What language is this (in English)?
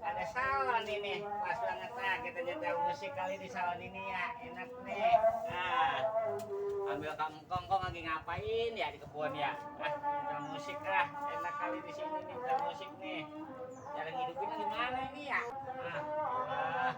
Betawi